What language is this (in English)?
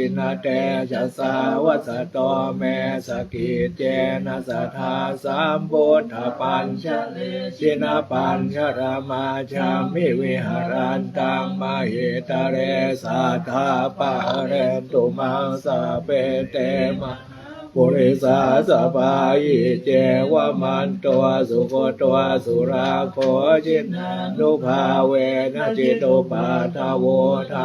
Pali